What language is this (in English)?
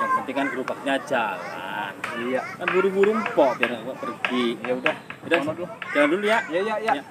Betawi